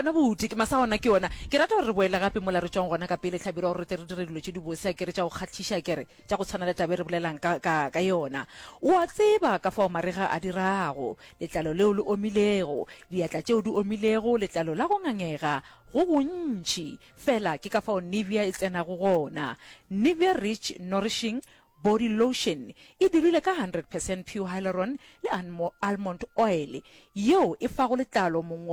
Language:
Northern Sotho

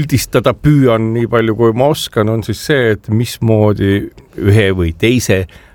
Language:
Estonian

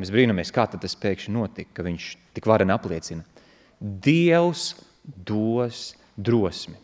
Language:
Latvian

